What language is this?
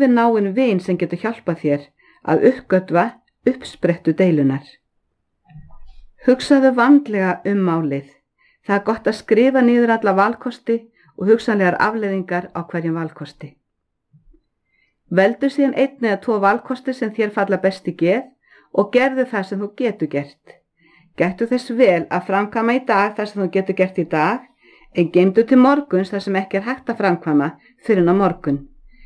Icelandic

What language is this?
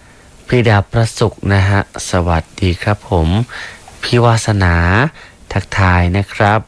Thai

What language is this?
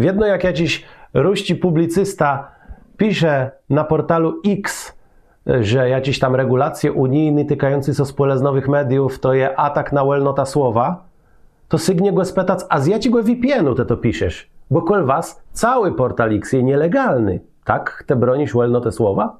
Kashubian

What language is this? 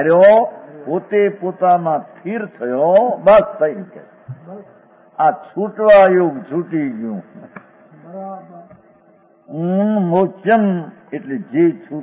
Gujarati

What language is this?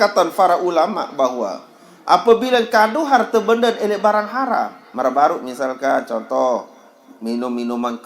Sasak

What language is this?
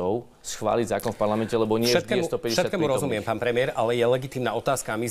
Slovak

